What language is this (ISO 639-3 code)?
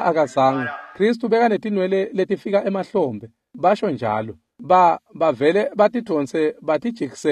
ssw